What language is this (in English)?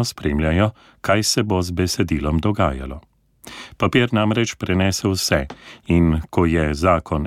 Slovenian